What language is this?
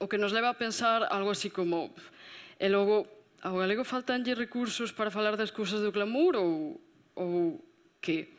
Galician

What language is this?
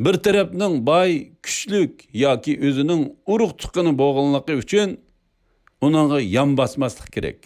Uyghur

